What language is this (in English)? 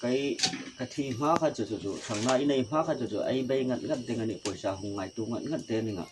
Hmar